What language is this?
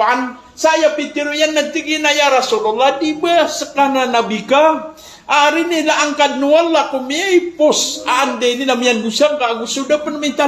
Maranao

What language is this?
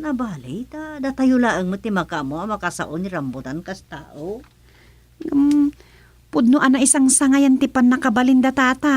Iloko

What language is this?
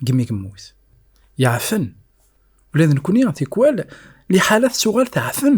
Kabyle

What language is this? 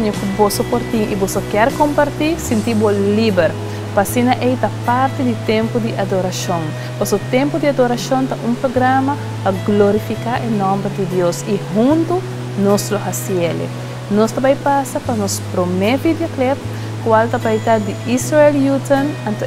Papiamento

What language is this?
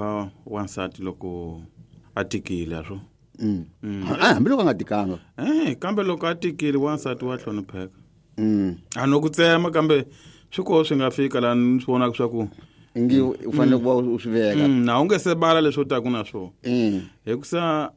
Tsonga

